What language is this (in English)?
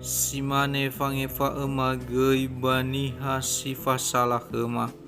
Nias